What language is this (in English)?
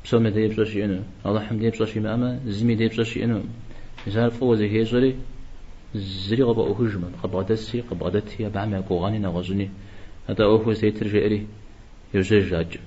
Kabardian